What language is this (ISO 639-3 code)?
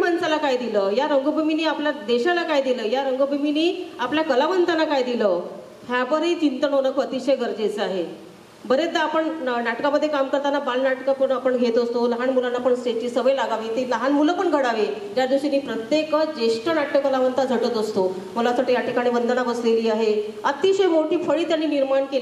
mar